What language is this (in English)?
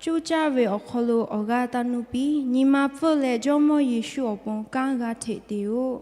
Lahu